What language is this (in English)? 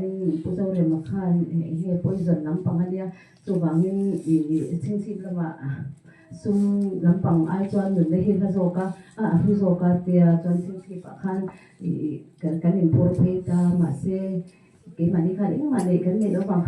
Mizo